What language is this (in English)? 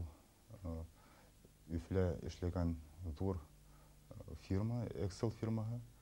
Bashkir